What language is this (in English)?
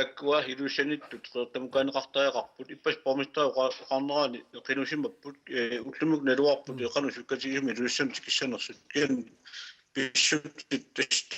Kalaallisut